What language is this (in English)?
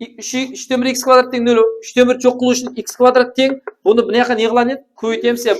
Kara-Kalpak